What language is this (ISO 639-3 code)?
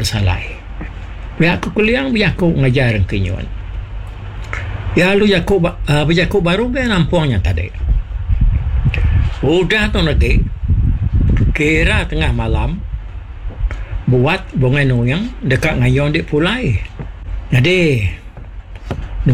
iba